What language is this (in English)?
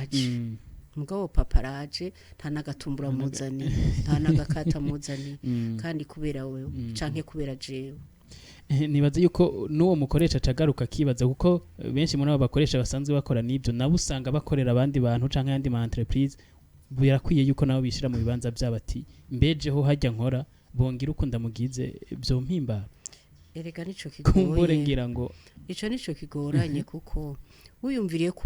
Rundi